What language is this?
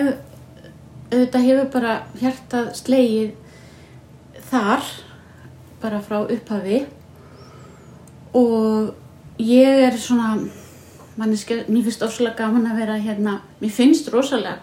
Icelandic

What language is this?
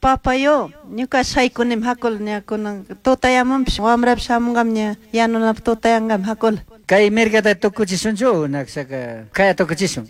Chimborazo Highland Quichua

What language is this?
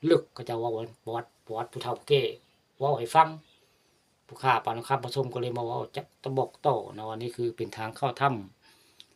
Northeastern Thai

